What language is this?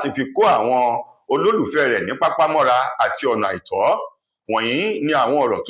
Yoruba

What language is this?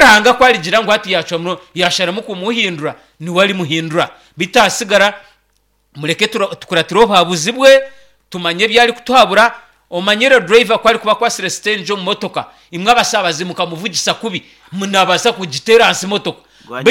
Nyankole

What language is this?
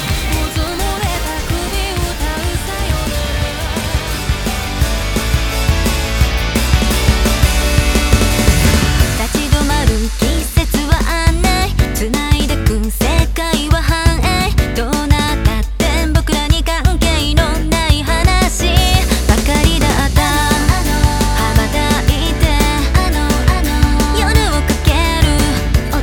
Japanese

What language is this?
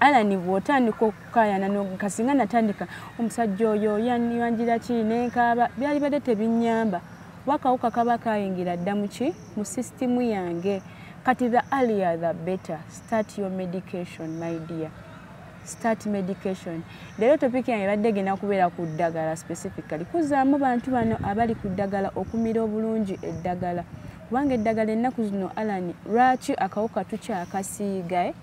Ganda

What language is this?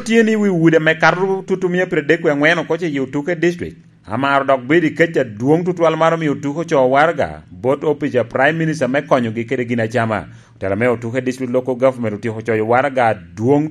Lango (Uganda)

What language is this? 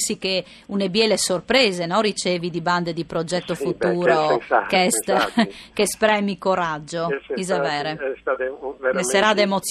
Friulian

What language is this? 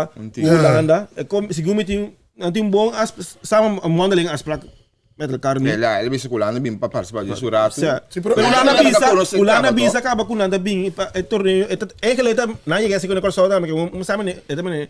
Papiamento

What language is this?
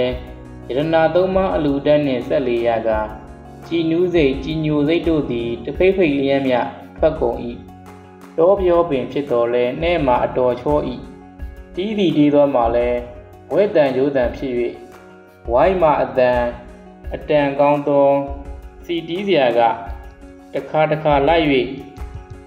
Burmese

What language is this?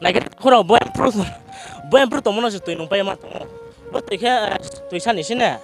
Riang (India)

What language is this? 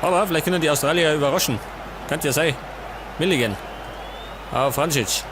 Bavarian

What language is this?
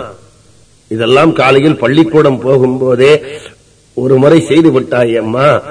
Tamil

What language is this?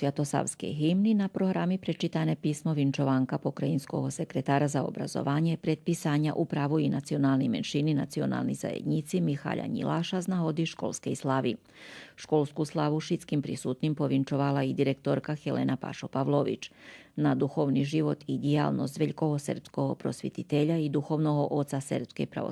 Rusyn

